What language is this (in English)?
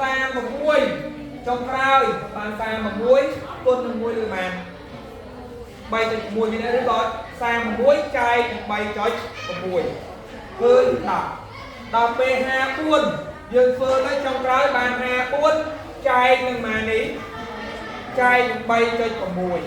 Khmer